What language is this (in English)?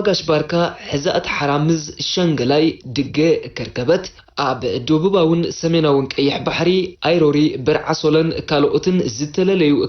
Tigrinya